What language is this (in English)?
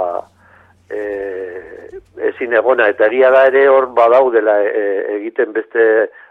Basque